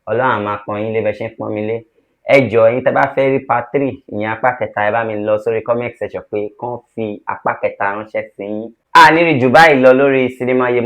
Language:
Yoruba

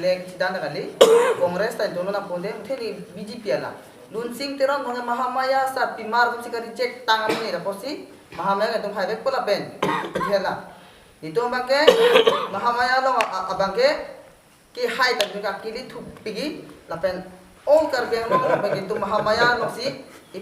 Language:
Karbi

